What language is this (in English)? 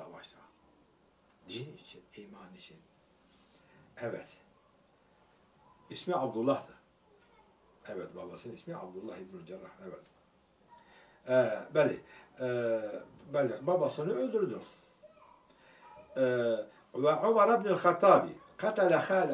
Turkish